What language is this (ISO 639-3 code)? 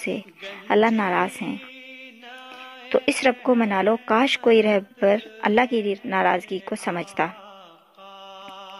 urd